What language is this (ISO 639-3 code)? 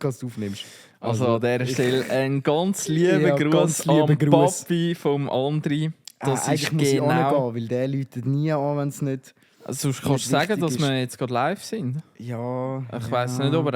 gsw